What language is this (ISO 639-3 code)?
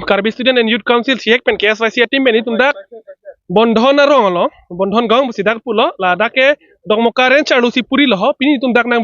mjw